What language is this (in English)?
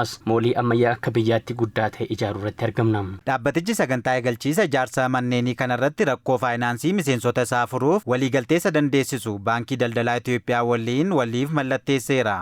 Oromo